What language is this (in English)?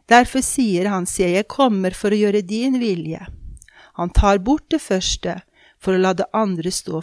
Norwegian